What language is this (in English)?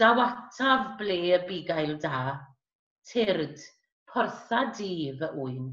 Welsh